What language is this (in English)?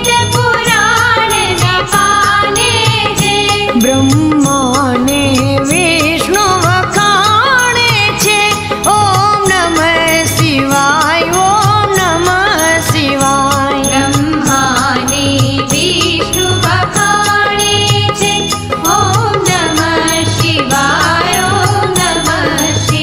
Gujarati